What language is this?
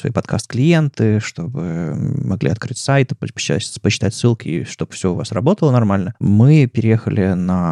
Russian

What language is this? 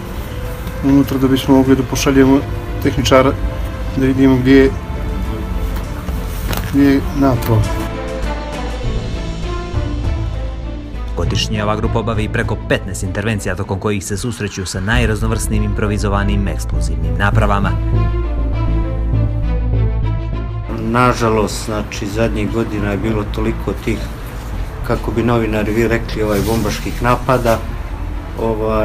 Bosnian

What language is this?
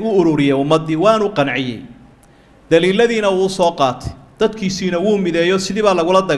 Somali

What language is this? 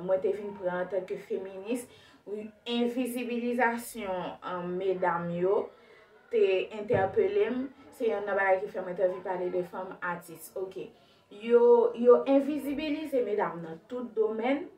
Haitian Creole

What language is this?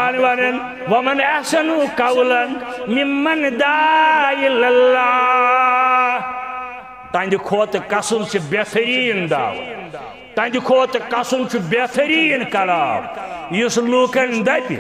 Kashmiri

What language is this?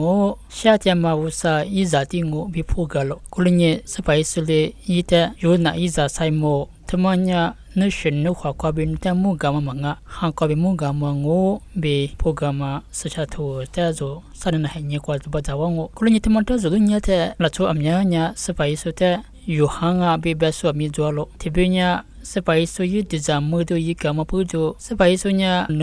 Lisu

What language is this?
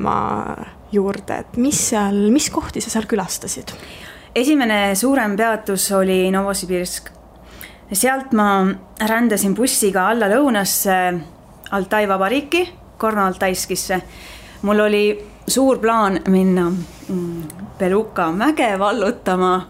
Estonian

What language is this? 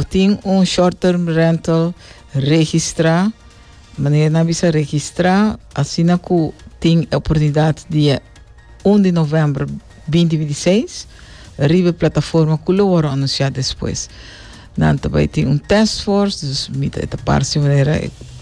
Papiamento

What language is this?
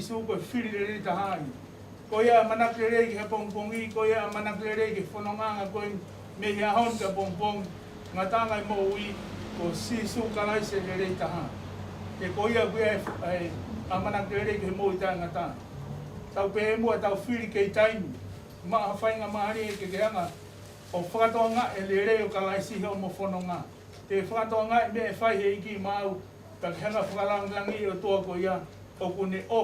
Tongan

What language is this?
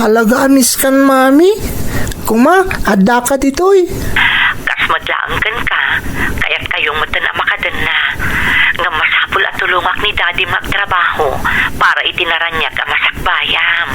Iloko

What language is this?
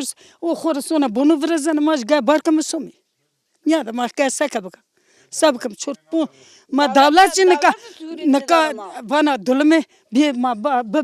Zaza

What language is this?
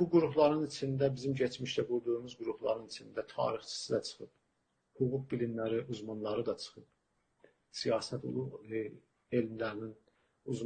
South Azerbaijani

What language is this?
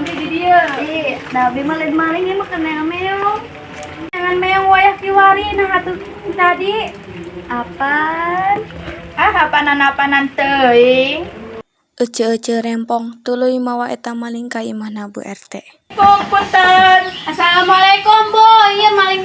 Sundanese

